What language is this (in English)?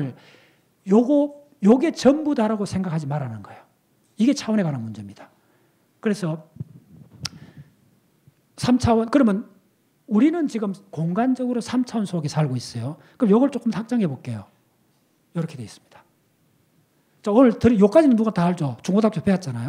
Korean